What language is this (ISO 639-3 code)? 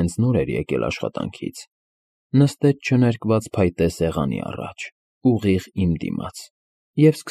hye